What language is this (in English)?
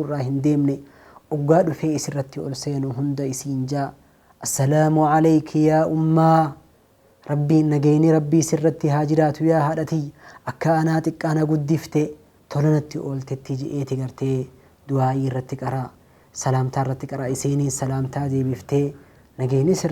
Oromo